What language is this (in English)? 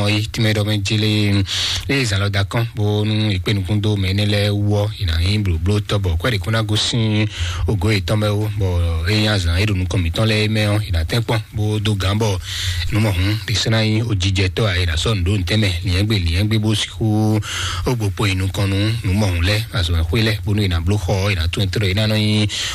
Fon